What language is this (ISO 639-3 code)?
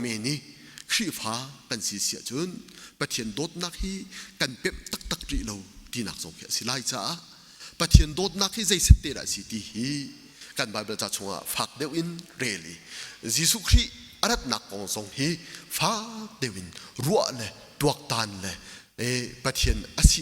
cnh